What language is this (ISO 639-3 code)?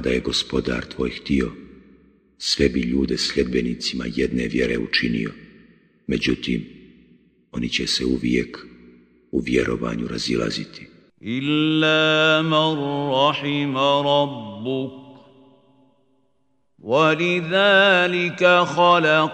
bos